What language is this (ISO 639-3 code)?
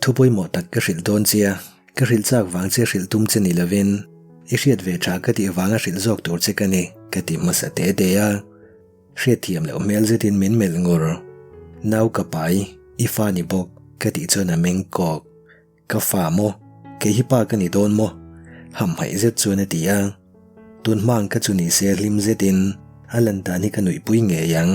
lus